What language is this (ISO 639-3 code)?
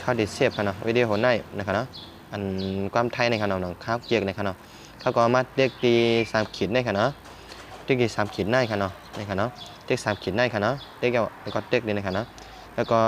shn